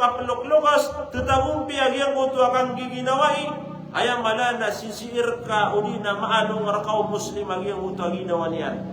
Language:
Maranao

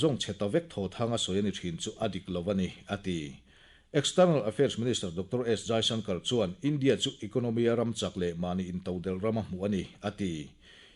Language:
Mizo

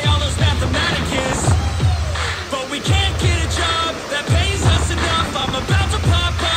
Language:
English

